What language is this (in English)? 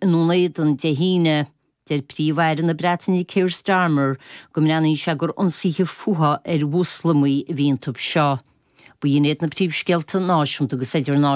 Irish